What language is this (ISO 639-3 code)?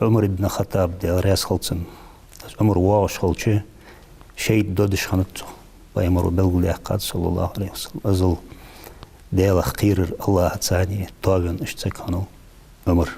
inh